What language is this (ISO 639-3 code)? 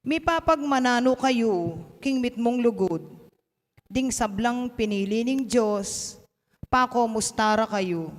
pam